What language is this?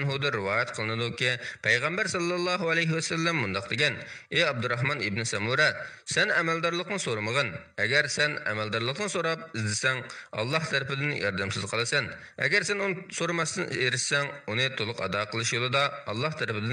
Uyghur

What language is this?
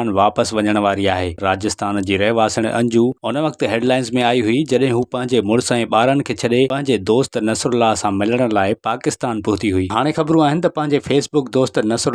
Sindhi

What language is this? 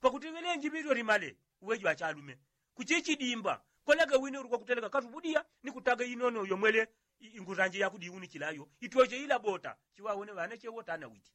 Yao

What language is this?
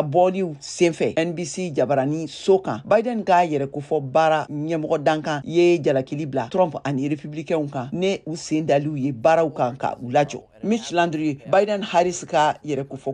Bambara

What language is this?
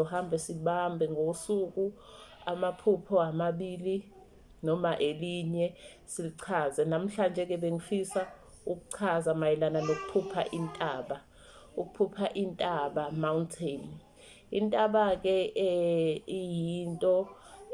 Zulu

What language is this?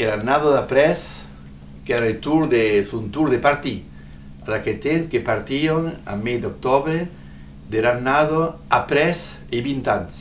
Occitan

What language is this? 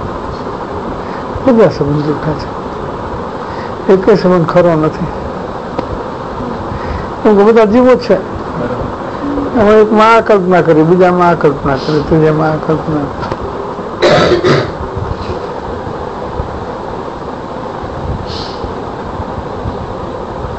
Gujarati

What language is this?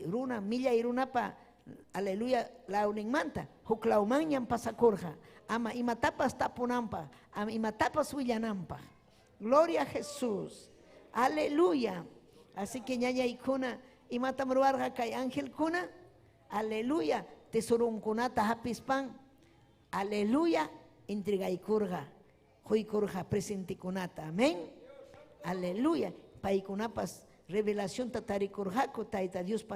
Ayacucho Quechua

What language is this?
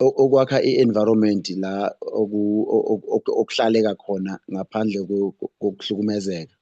Zulu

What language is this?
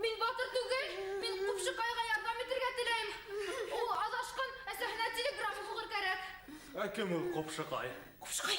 Bashkir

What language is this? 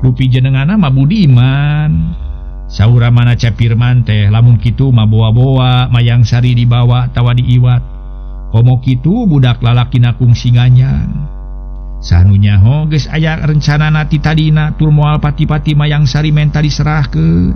Sundanese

